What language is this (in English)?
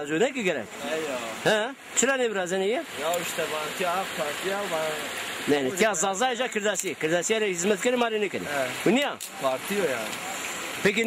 Zaza